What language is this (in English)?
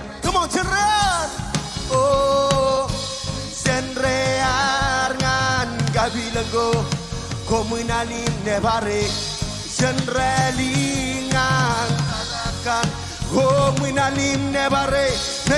Marshallese